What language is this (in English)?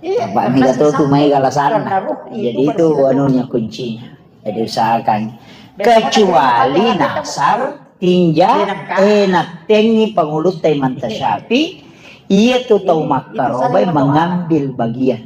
Buginese